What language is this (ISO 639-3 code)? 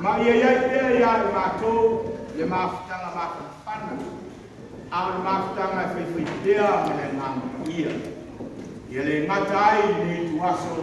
smo